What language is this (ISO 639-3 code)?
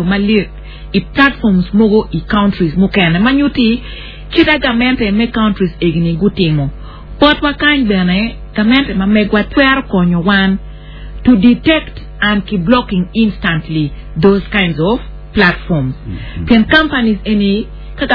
ach